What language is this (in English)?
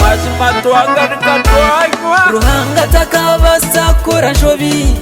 Nyankole